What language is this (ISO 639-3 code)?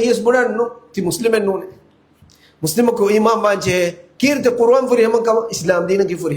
div